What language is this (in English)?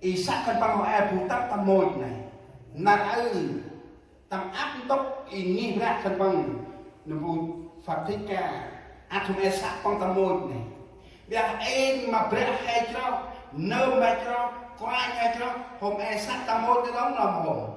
Central Mnong